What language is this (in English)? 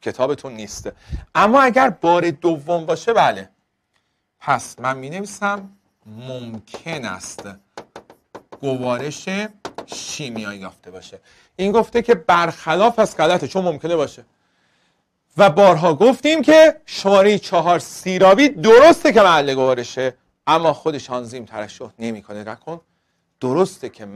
Persian